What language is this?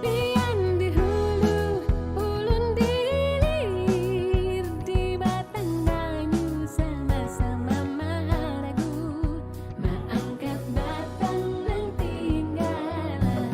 Banjar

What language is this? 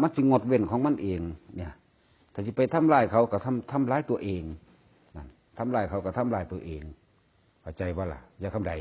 Northeastern Thai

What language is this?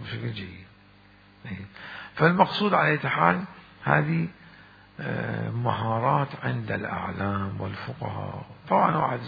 Mesopotamian Arabic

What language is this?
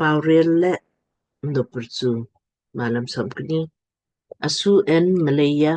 Lamkang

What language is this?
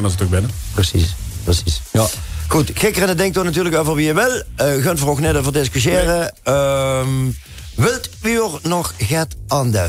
Limburgish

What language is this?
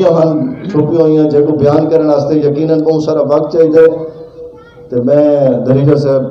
Saraiki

